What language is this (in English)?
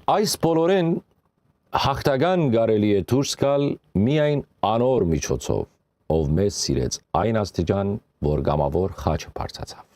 Western Armenian